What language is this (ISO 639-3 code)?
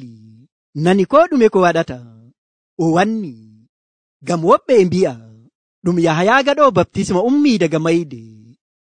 fuv